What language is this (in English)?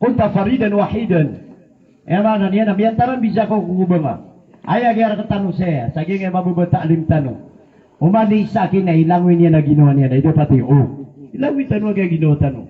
Maranao